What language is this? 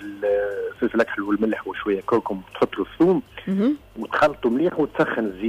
Tunisian Arabic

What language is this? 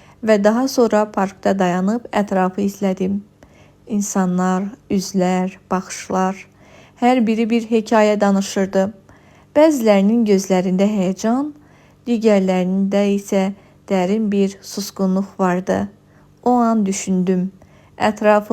Azerbaijani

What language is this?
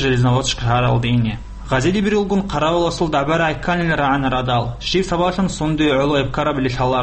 Avaric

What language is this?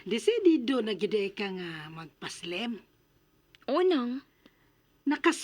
Cebuano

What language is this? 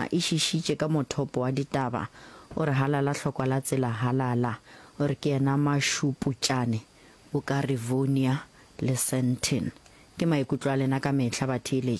Northern Sotho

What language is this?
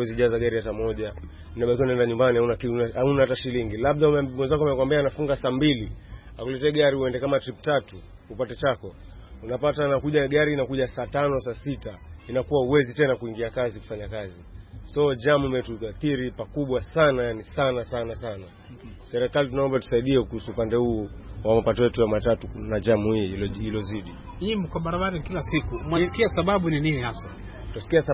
Swahili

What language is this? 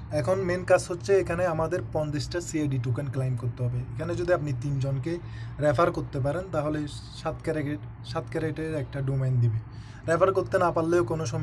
Bangla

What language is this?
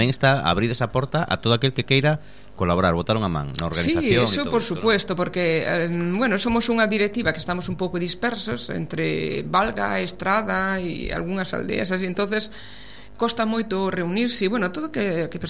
Galician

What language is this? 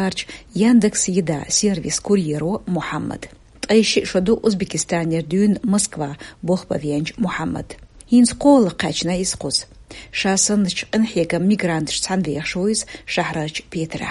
Chechen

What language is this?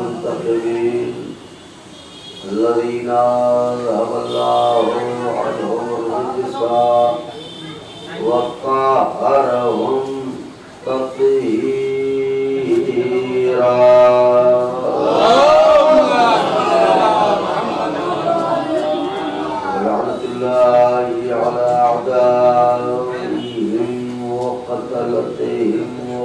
Urdu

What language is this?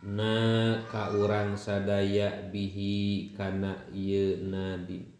Sundanese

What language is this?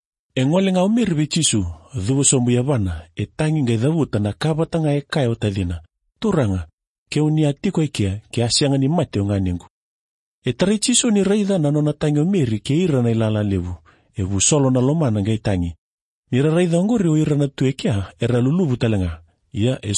Fijian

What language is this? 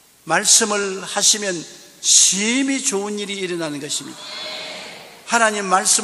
Korean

